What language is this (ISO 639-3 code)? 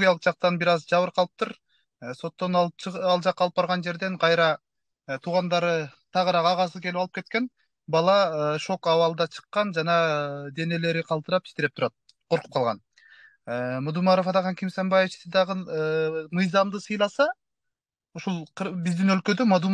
kir